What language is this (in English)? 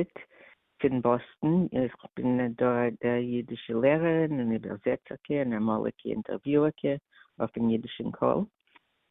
Yiddish